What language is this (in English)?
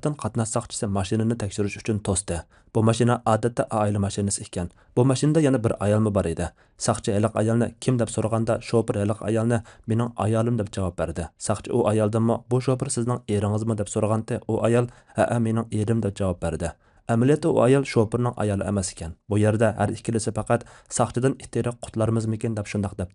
Uyghur